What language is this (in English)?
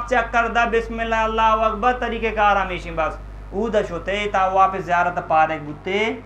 Eastern Balochi